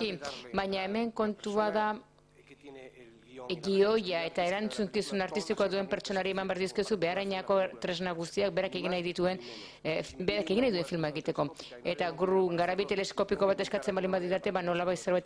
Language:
Basque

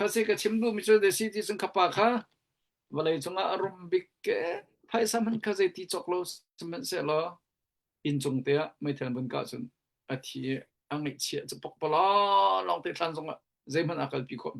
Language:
Hakha Chin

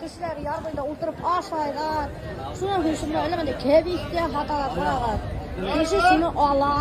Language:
Bashkir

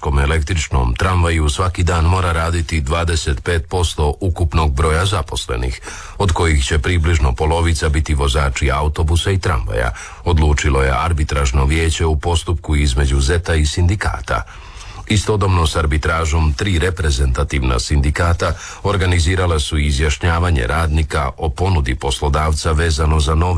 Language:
Croatian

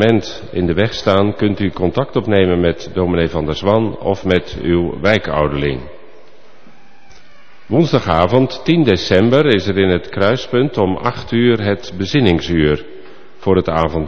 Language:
Dutch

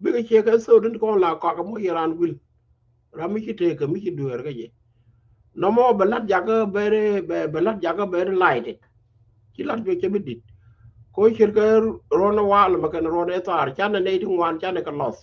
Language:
Nuer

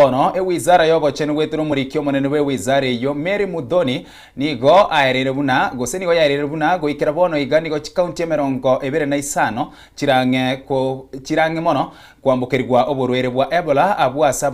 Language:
Gusii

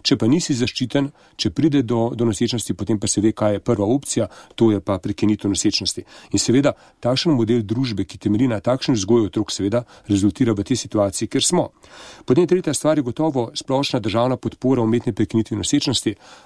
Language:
Slovenian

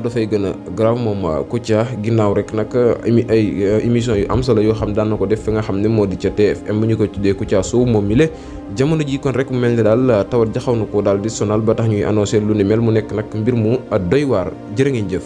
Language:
Wolof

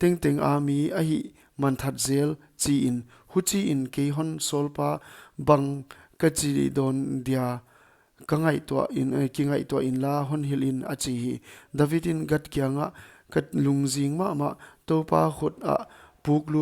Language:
Paite Chin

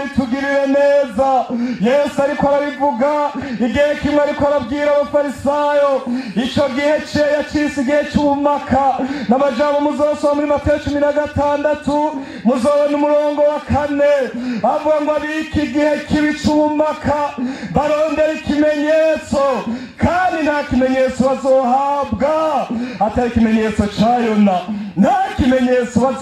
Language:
Rundi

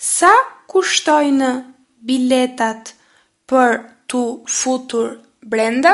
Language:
Albanian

